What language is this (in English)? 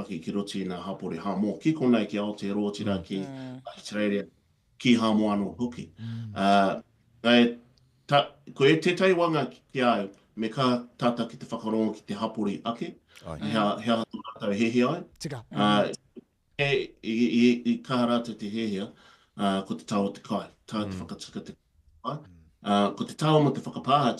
Māori